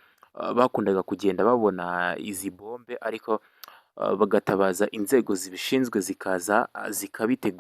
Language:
Kinyarwanda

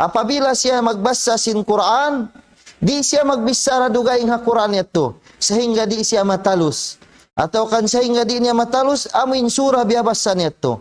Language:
Tausug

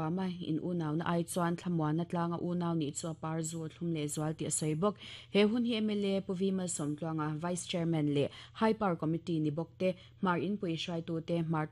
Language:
Mizo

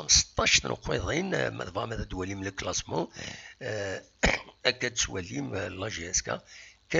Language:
Kabyle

